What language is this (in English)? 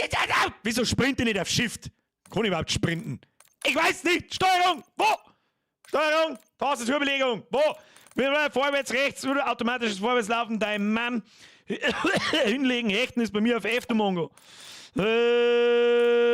Bavarian